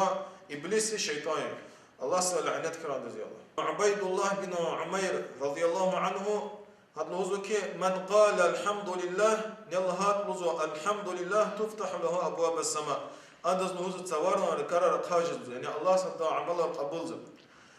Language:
Lezghian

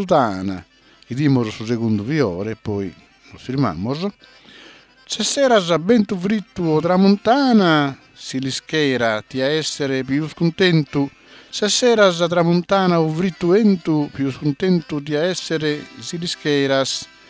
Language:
Sardinian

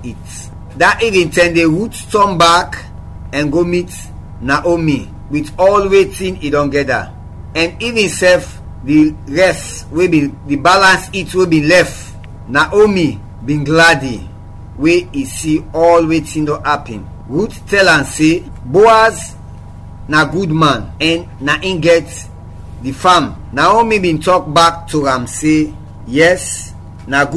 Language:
Krio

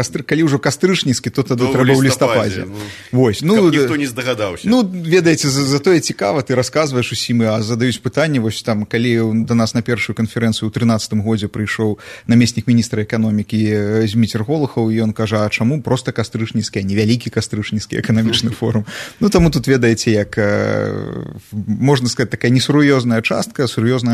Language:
Belarusian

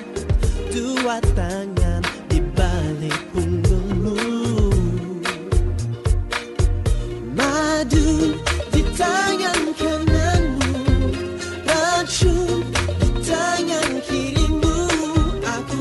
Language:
Indonesian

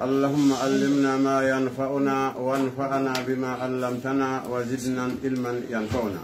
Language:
Pular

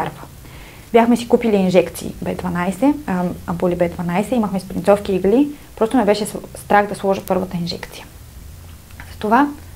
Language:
Bulgarian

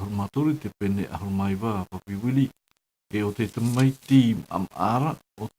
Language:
Tahitian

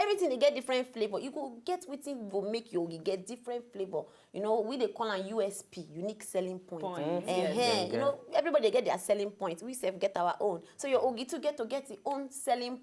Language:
Nigerian Pidgin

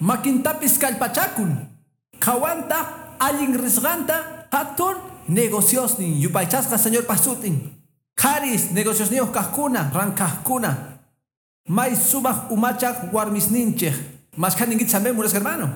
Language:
Quechua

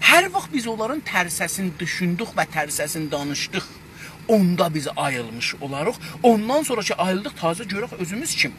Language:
South Azerbaijani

